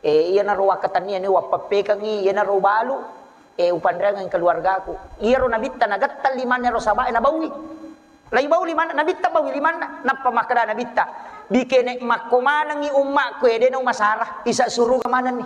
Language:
Buginese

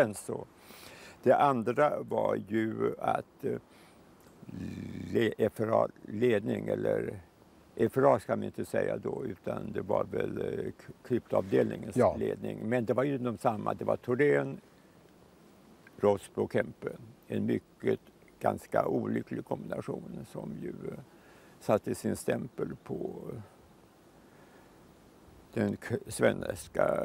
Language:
Swedish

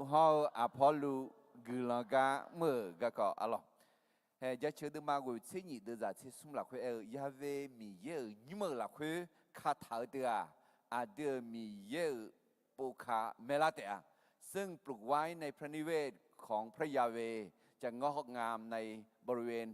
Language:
Akha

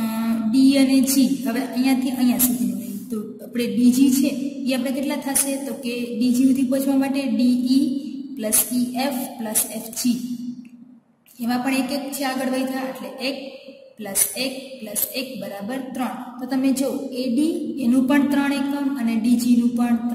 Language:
Gujarati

